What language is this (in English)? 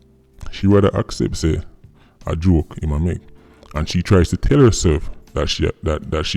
Jamaican Creole English